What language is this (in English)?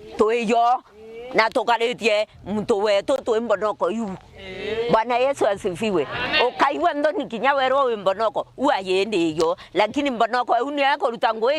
Meru